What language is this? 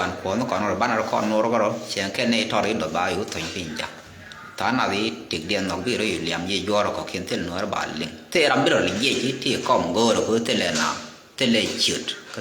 Nuer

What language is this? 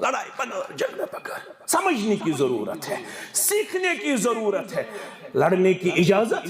Kashmiri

